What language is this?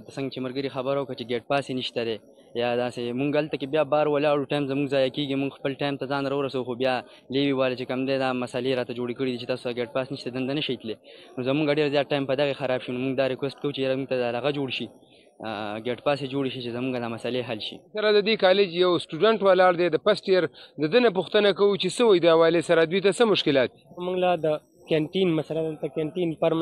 Pashto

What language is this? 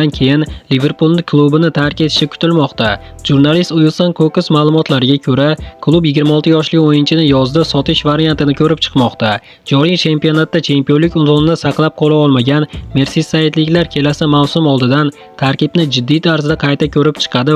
Uzbek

